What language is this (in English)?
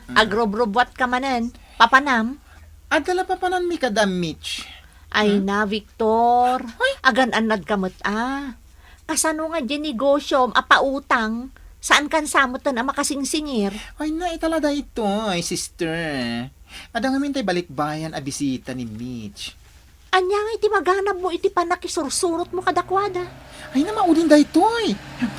Iloko